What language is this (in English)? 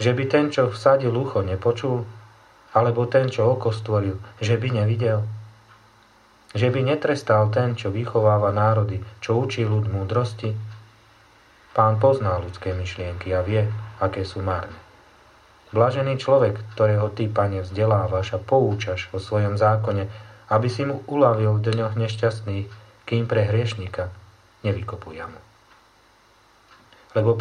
Slovak